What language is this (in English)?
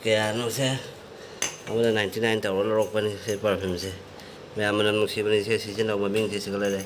Manipuri